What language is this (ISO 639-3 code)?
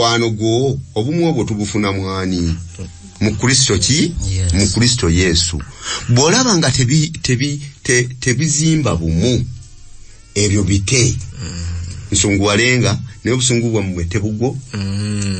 lug